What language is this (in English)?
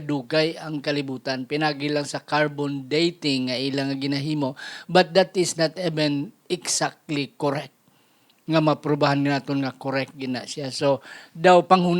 Hiligaynon